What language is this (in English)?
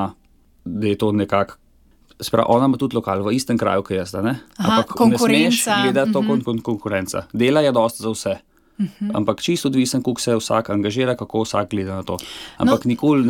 Slovenian